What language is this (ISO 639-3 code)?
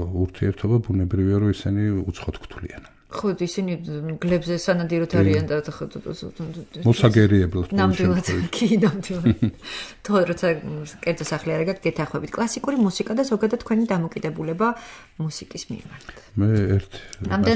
kat